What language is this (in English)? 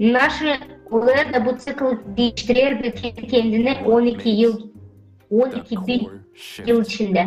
Gagauz